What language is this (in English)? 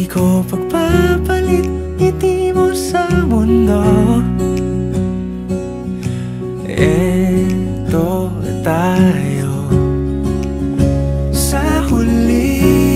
Filipino